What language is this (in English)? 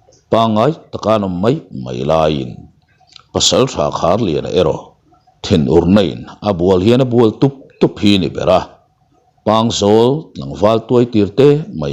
Mizo